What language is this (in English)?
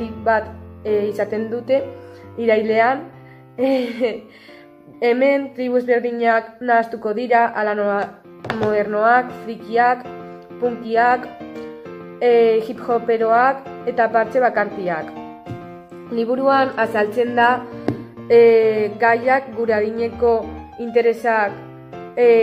Basque